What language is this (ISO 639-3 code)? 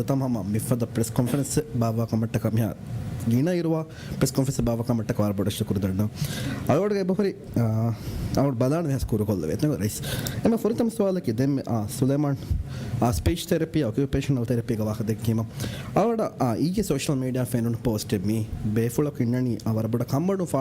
div